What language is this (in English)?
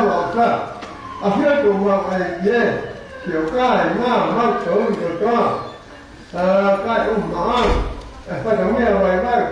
Tongan